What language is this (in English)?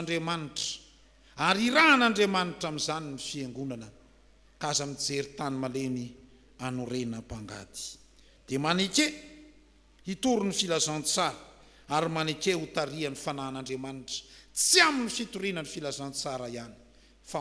Malagasy